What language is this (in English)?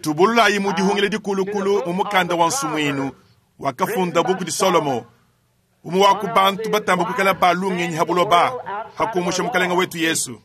Luba-Lulua